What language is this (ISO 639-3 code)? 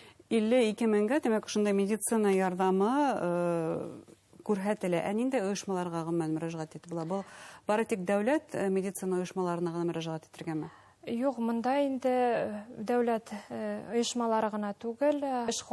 bak